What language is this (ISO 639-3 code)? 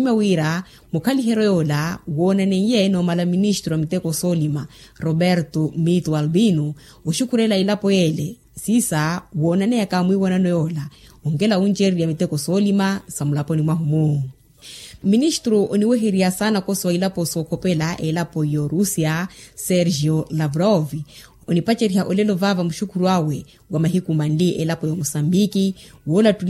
vmw